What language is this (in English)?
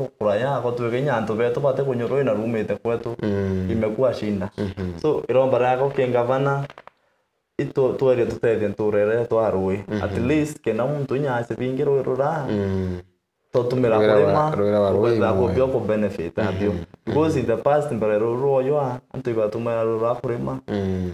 Meru